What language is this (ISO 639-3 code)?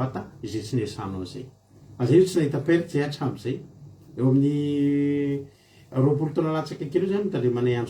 mlg